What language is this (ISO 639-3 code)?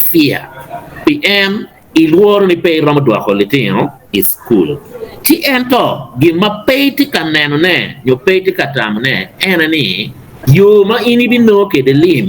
ach